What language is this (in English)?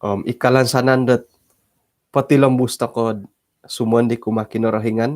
Central Dusun